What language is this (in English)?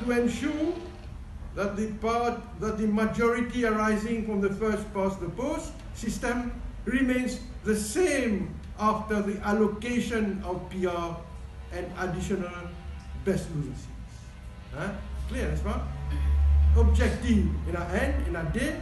Morisyen